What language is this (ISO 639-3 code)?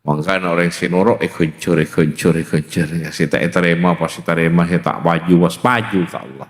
mad